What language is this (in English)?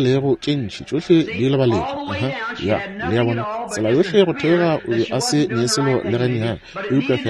Northern Sotho